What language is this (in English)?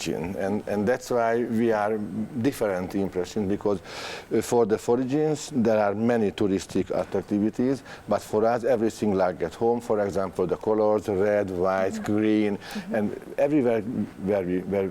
Bashkir